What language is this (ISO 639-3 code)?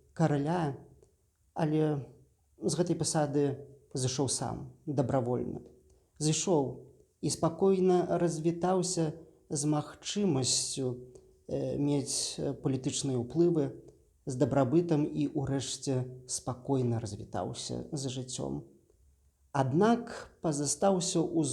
bel